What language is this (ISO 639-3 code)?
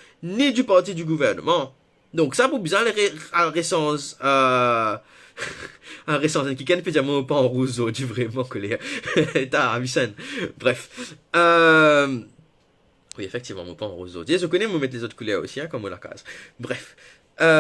mfe